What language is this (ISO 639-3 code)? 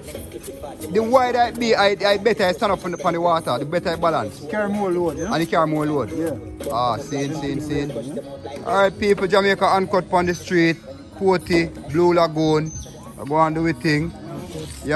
jam